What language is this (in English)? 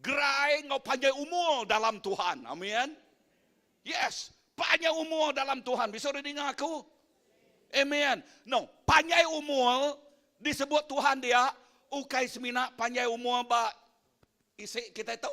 Iban